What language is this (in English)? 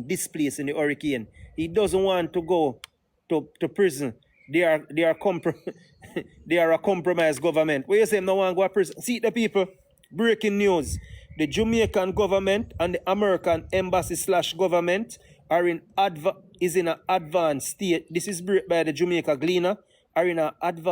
Jamaican Creole English